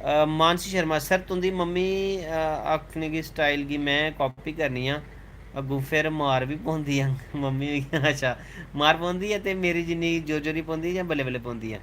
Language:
Dogri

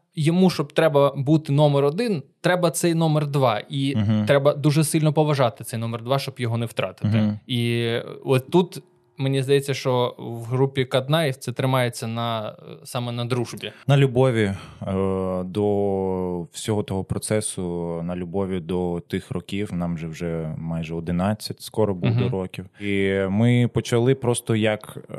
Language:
Ukrainian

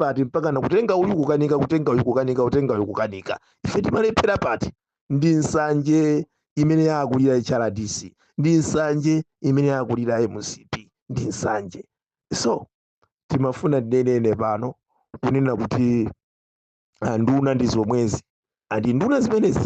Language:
Nyanja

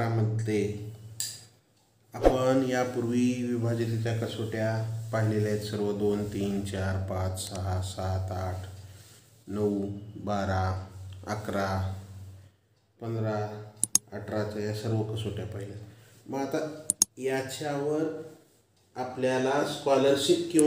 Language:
Marathi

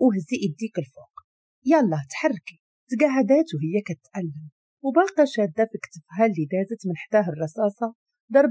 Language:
Moroccan Arabic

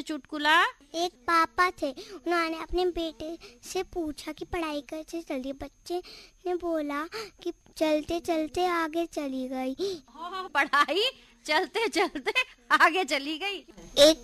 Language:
Hindi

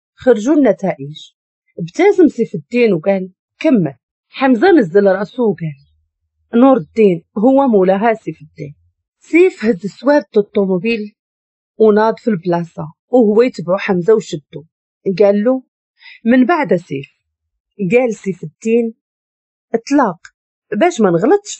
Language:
Moroccan Arabic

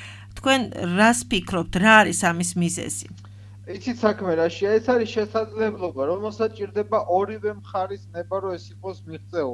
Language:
Georgian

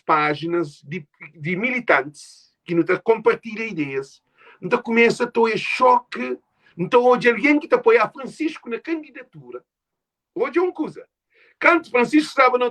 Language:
Kabuverdianu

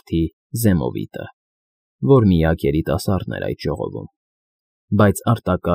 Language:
Armenian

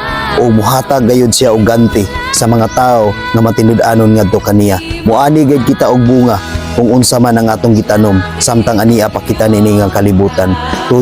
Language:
Cebuano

